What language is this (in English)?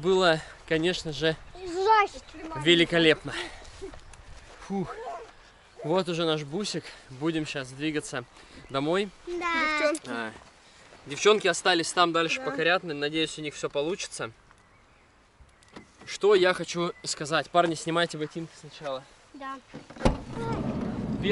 Russian